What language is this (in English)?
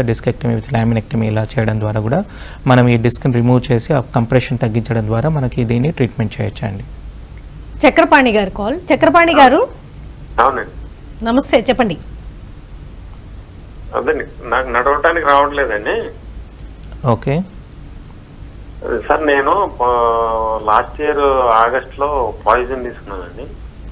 Telugu